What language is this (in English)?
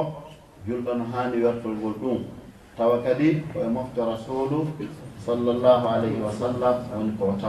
Fula